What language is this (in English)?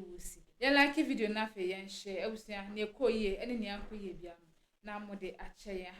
Akan